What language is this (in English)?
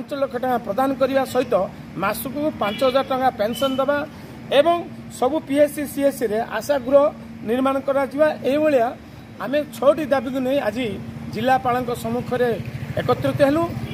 Odia